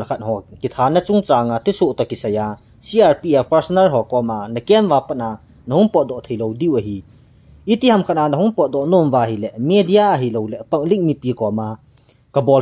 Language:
Thado Chin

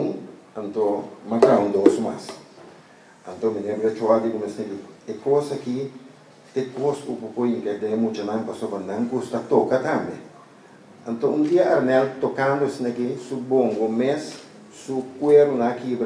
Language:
Papiamento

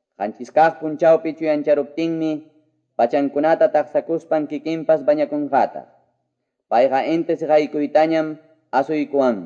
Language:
Quechua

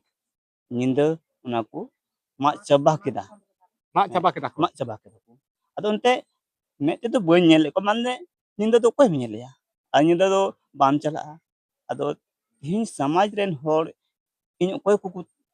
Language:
Santali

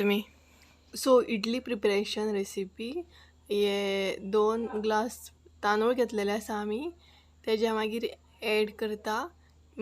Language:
Konkani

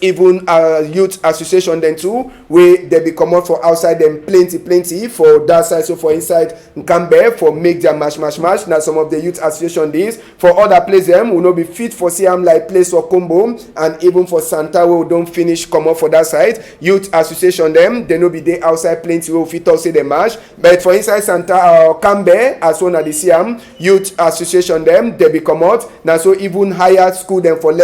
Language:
Cameroon Pidgin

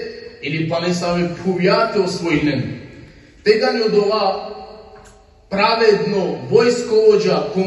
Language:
Balkan Romani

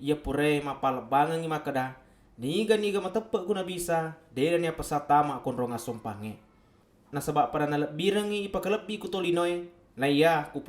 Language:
Buginese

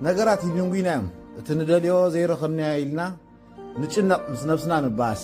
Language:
Tigrinya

